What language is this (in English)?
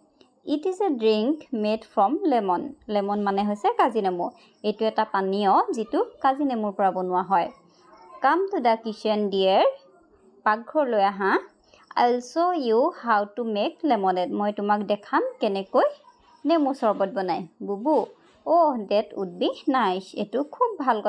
Assamese